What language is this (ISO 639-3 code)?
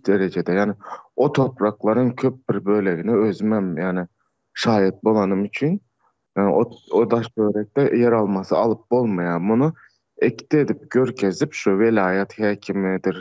tuk